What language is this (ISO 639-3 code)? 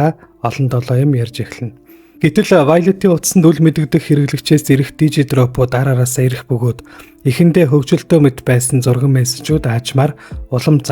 mon